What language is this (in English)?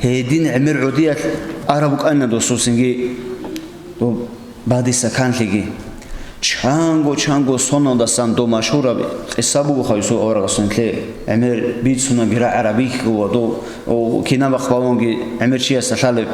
Avaric